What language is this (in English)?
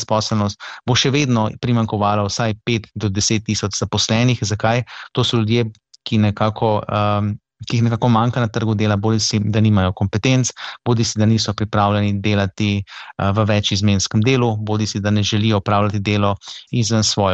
Slovenian